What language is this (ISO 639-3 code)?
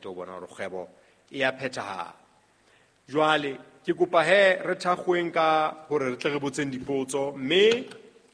sot